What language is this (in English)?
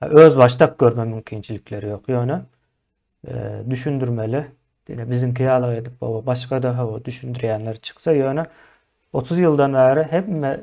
Turkmen